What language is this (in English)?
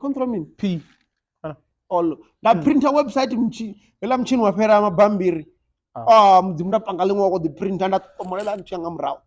Venda